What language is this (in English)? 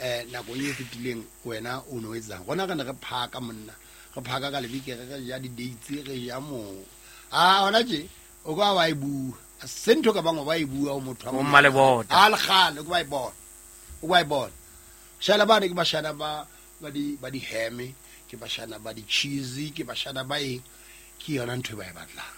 Southern Sotho